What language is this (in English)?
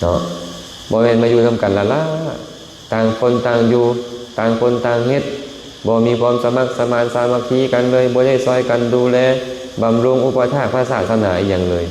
Lao